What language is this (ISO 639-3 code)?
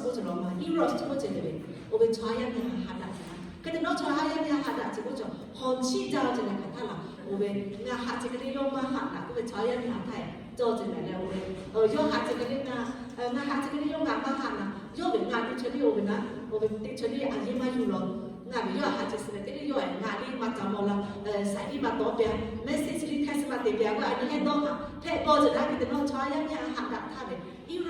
lhu